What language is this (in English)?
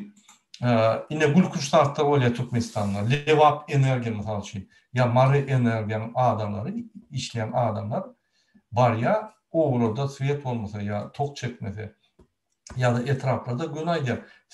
Turkmen